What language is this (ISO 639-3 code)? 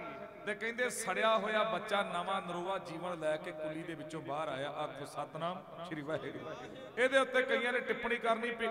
pan